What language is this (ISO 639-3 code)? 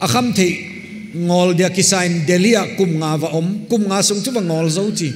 pck